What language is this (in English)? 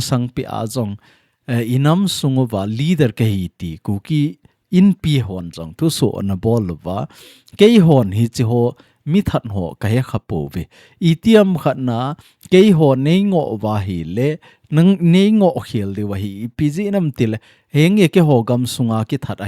Thado Chin